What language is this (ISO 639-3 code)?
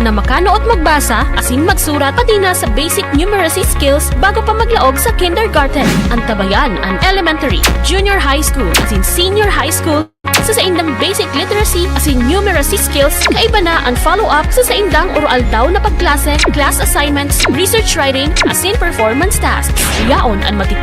bik